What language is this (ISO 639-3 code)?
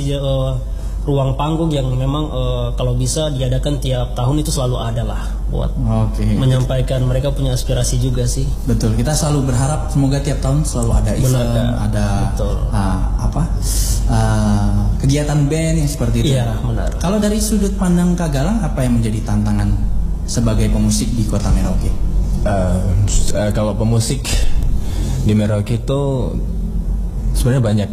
ind